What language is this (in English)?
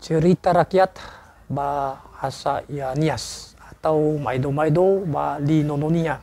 Nias